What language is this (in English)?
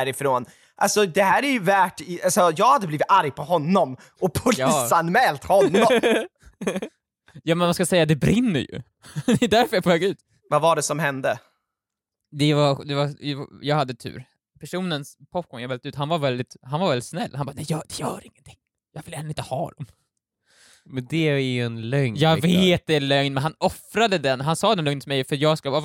Swedish